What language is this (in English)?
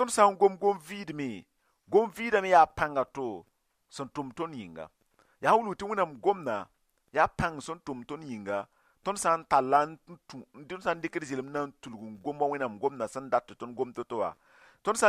Mossi